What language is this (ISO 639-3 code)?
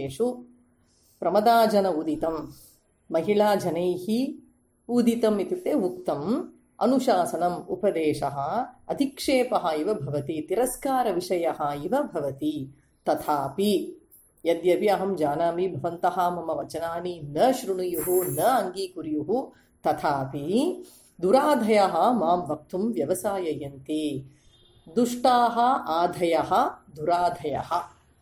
san